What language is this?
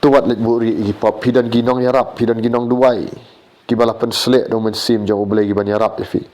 Khasi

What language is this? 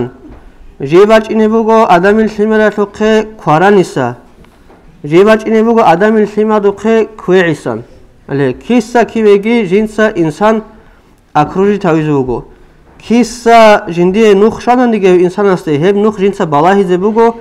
Avaric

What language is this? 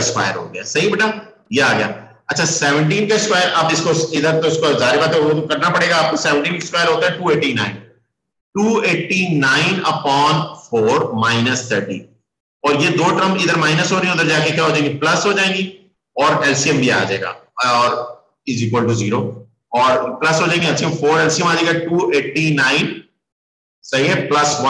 Hindi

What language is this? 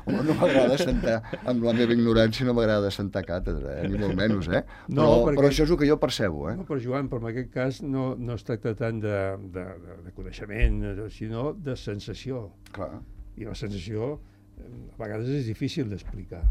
Catalan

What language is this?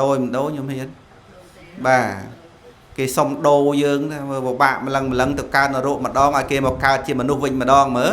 Khmer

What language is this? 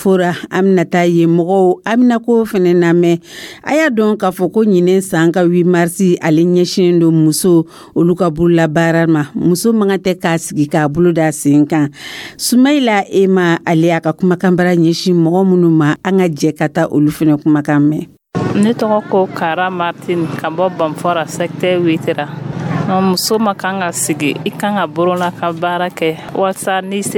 Dyula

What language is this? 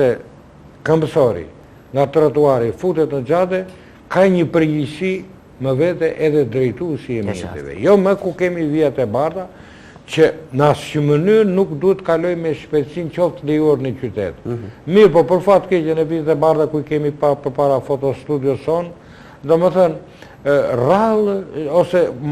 Albanian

